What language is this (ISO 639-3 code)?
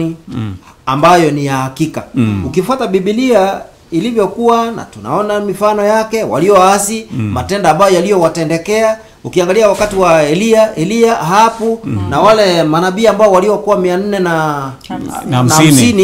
swa